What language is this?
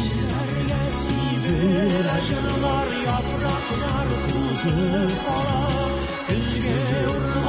Tatar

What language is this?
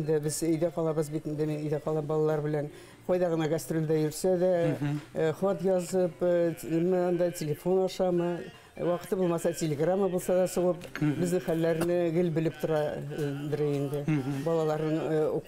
Bashkir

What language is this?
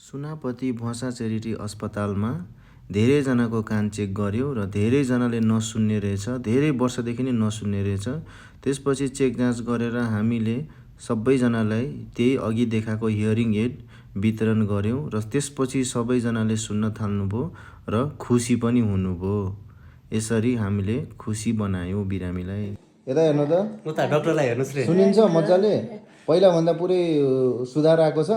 Nepali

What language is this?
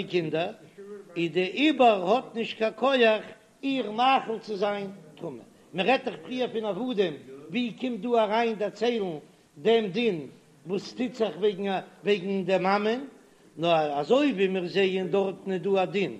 Yiddish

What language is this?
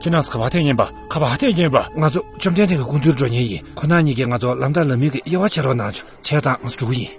Tibetan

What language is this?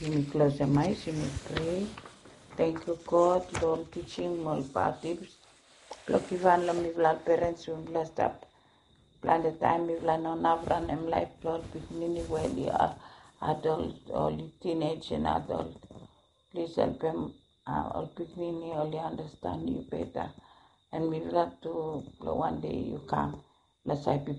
Bislama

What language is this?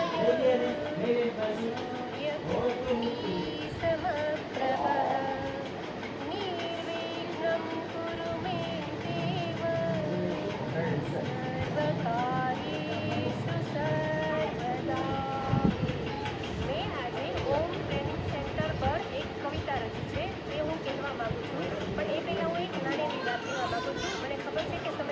Gujarati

